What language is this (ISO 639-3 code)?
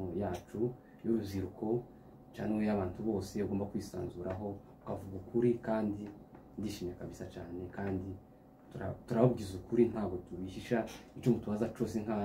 kin